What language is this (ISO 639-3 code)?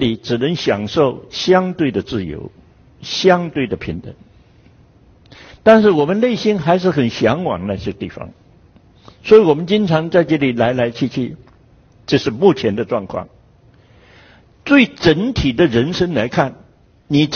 zho